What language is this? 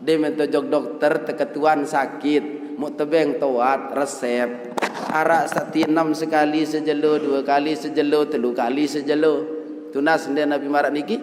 Sasak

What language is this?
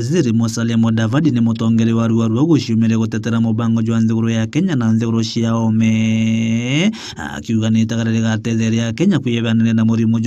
Meru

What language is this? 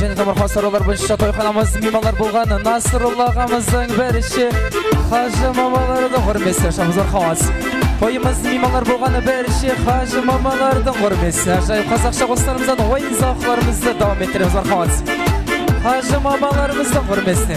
Kara-Kalpak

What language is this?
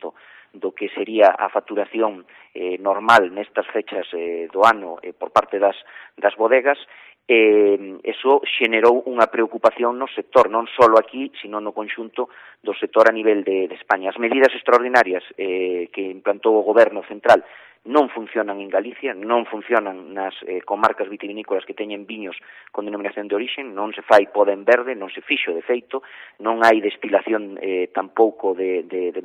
Galician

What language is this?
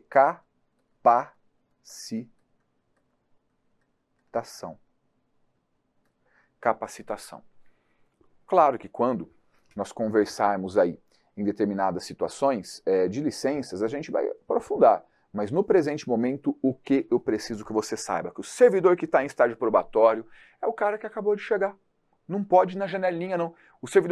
Portuguese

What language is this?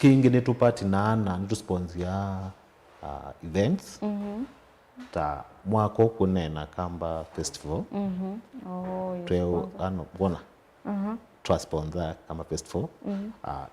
Kamba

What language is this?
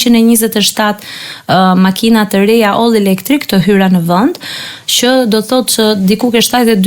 Albanian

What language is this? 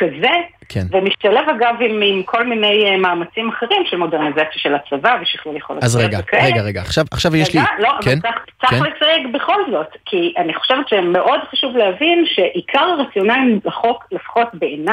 Hebrew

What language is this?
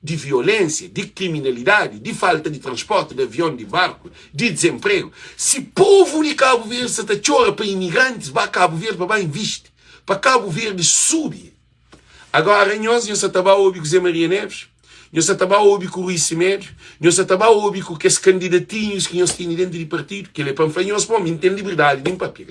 Kabuverdianu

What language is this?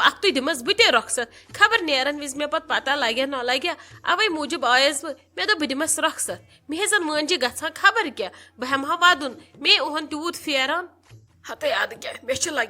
Kashmiri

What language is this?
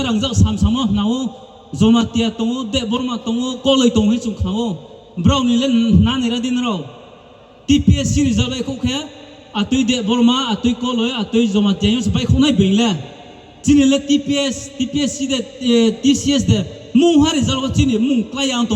Riang (India)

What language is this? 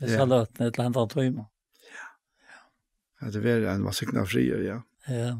Faroese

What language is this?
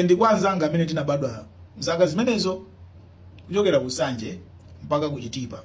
Nyanja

